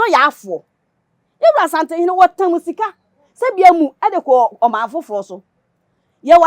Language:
Akan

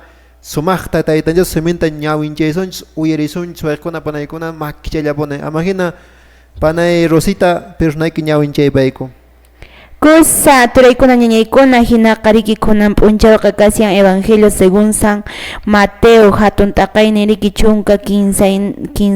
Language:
Quechua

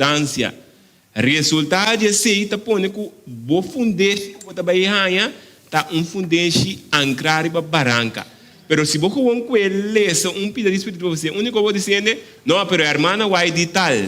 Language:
Papiamento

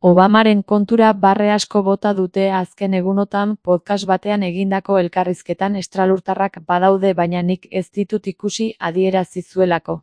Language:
Basque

